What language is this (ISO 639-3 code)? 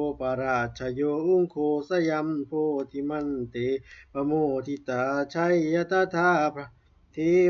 pli